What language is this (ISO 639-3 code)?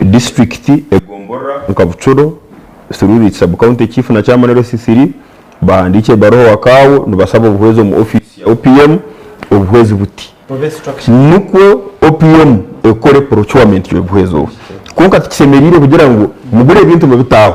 nyn